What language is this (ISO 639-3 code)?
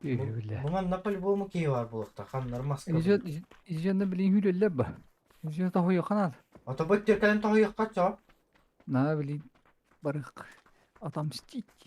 sah